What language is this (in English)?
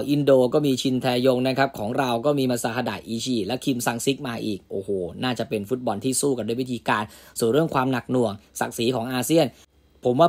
Thai